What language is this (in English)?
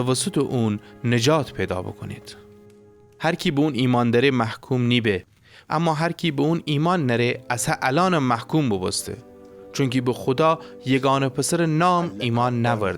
Gilaki